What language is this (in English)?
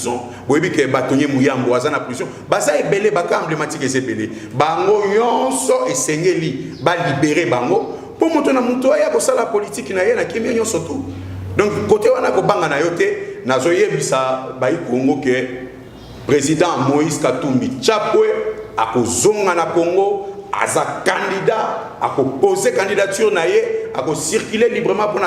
Lingala